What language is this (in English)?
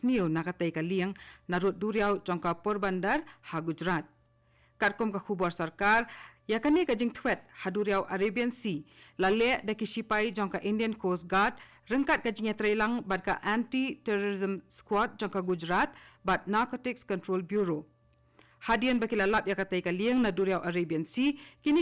Khasi